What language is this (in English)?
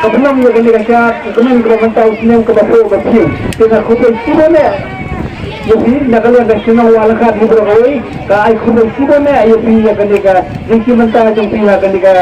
Khasi